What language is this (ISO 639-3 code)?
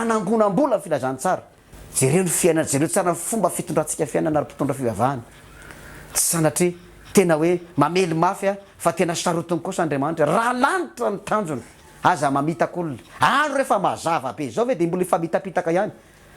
mlg